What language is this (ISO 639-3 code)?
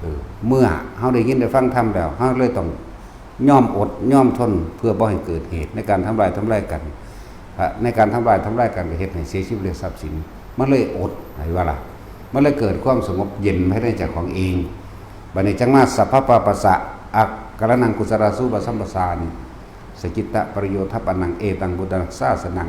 tts